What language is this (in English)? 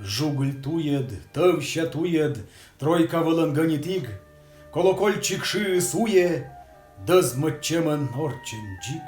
Komi